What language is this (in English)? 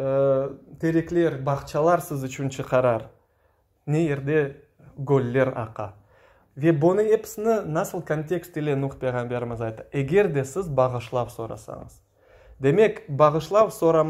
Crimean Tatar